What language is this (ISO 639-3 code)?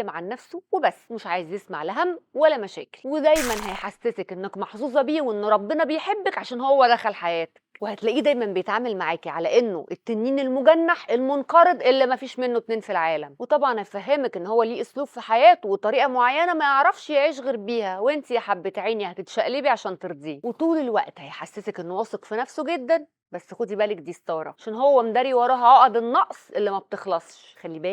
arz